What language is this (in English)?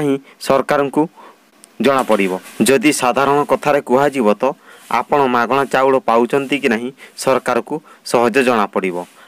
Odia